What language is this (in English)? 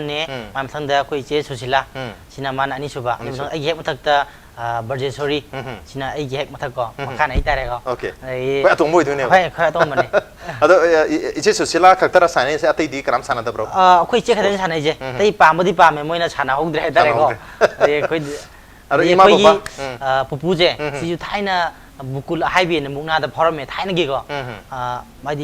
Manipuri